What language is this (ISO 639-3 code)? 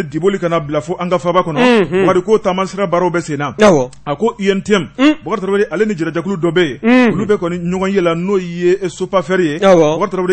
bam